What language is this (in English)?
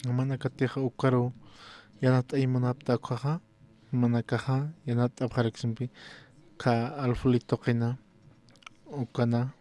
Aymara